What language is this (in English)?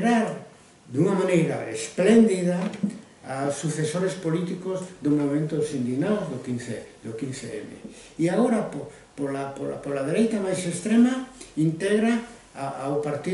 Galician